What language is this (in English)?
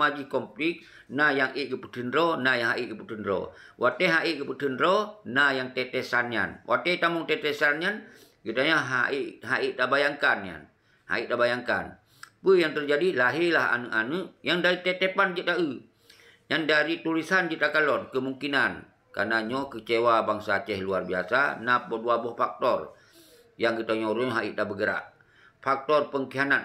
Achinese